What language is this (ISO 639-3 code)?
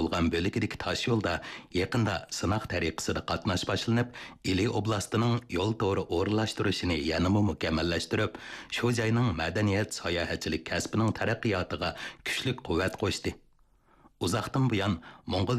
uig